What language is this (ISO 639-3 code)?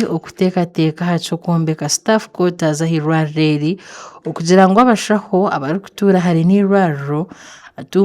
nyn